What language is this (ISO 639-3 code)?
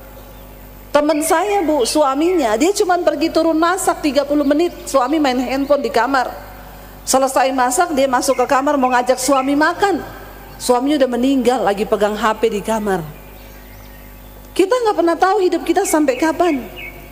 ind